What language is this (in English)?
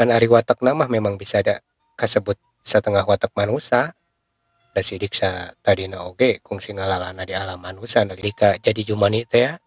Sundanese